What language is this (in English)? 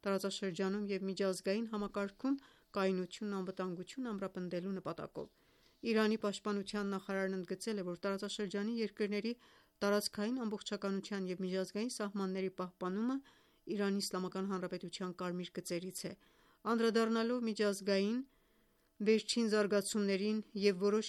Armenian